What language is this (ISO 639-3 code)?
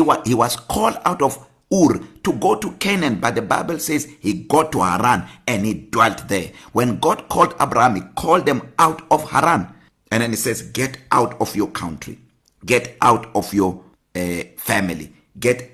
eng